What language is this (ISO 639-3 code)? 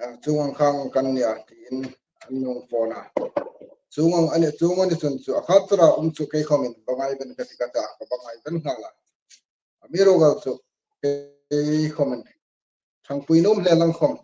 hmr